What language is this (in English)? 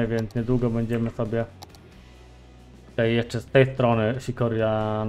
Polish